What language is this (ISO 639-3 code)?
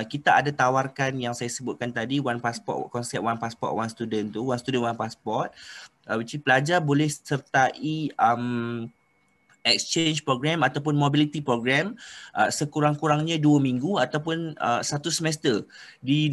msa